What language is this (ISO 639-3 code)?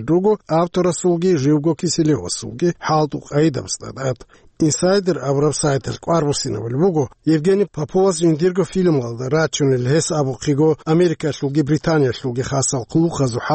ava